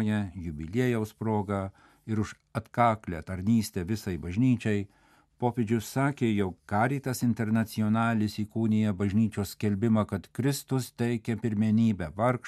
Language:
Lithuanian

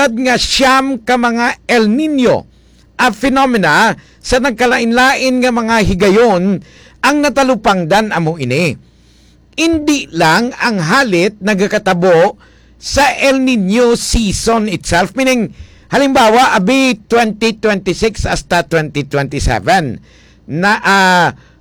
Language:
Hiligaynon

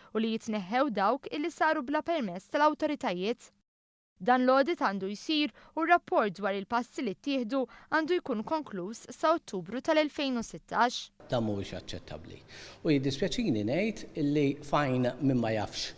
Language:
Maltese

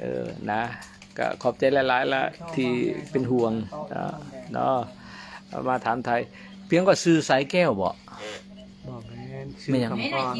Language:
Northeastern Thai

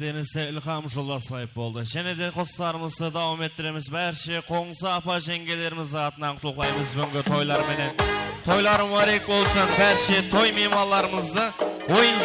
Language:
Kara-Kalpak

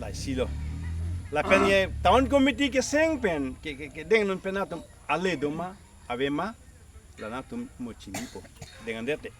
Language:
Karbi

